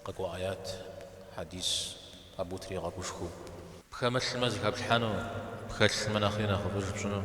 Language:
Kabardian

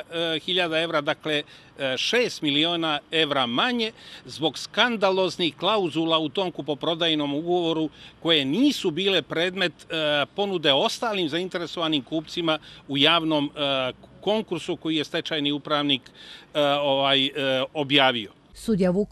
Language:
Croatian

